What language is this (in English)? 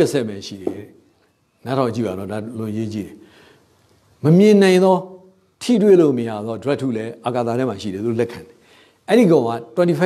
Burmese